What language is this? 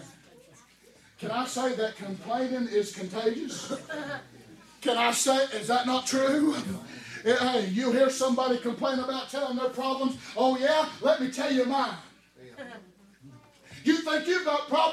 English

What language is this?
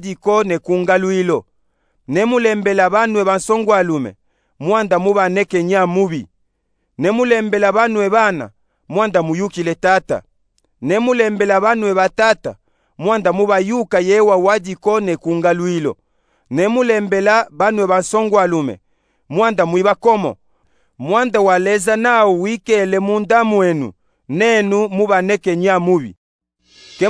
Luba-Katanga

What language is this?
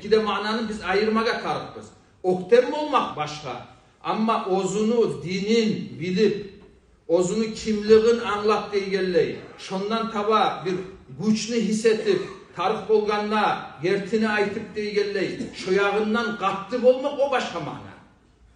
Kumyk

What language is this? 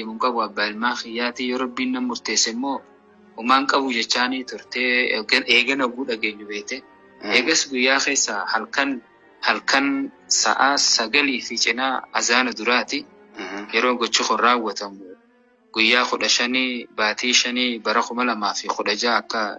Oromo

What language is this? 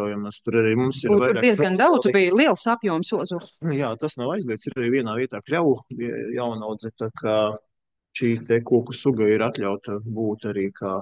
Latvian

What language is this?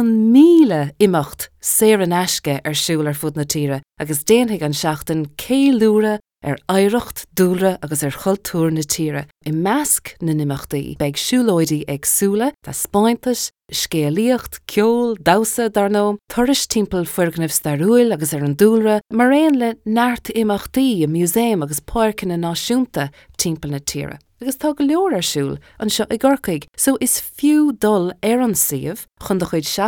Irish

